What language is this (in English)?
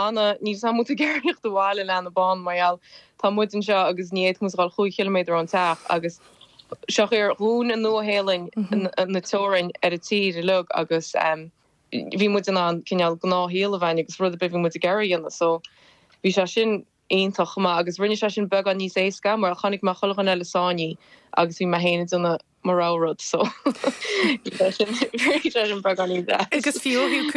Irish